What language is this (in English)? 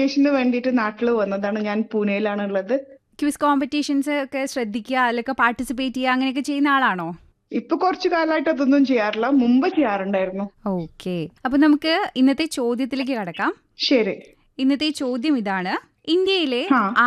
Malayalam